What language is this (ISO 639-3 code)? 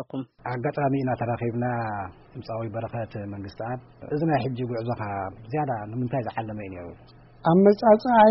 tir